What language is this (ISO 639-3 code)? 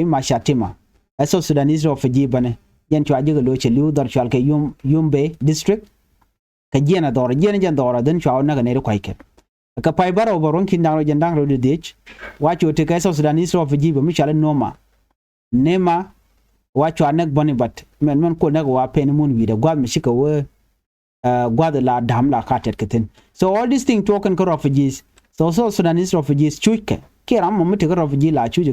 nus